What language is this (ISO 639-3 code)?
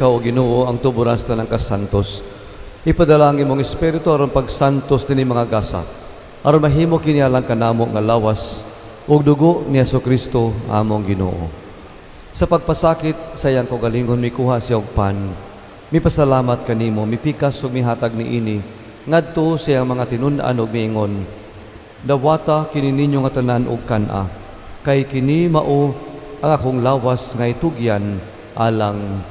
ceb